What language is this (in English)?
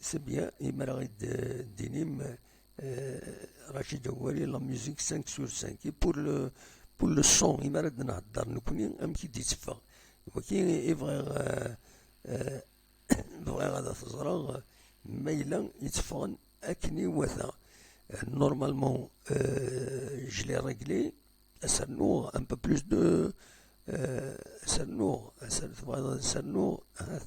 Kabyle